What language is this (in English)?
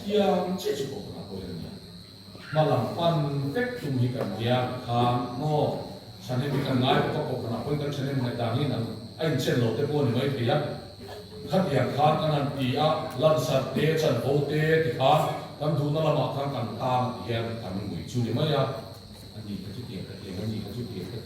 Mizo